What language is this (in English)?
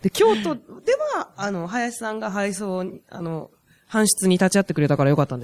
Japanese